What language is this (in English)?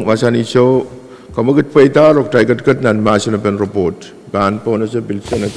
Pohnpeian